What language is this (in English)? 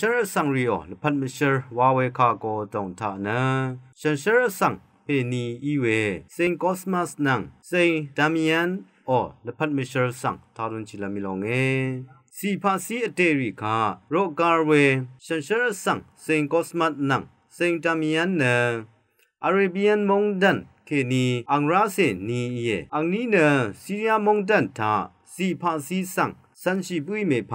Rawang